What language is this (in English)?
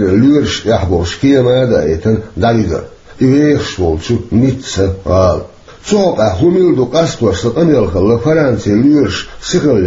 Chechen